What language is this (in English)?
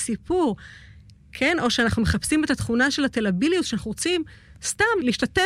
Hebrew